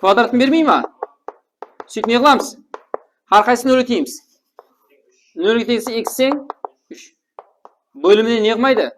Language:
Kara-Kalpak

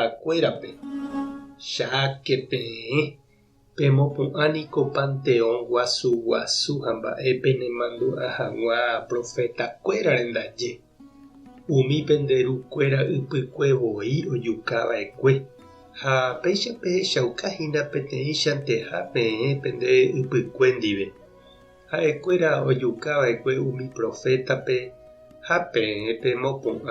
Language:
Guarani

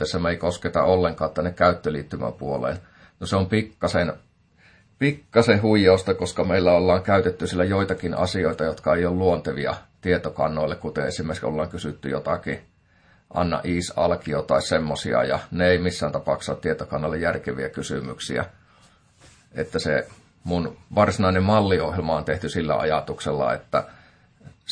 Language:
Finnish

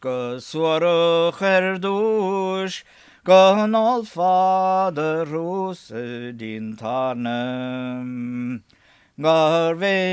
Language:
Irish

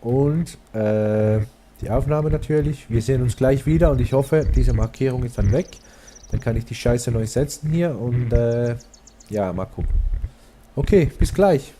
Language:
Swiss German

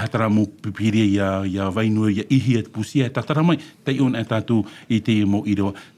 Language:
Tahitian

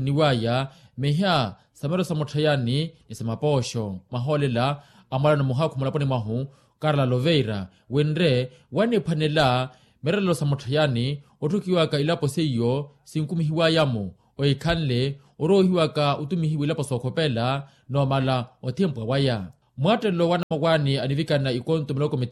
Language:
Makhuwa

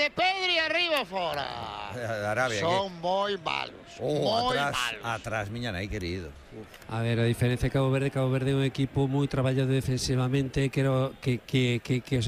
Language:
Galician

